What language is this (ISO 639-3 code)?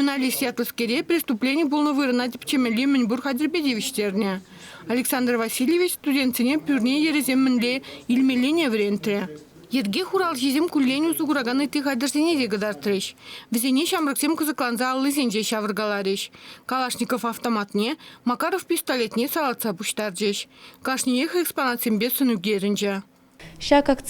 chv